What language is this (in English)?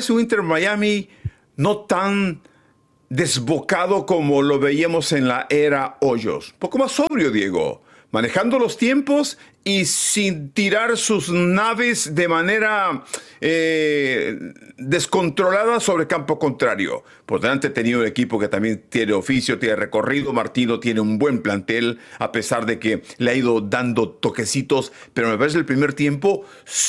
Spanish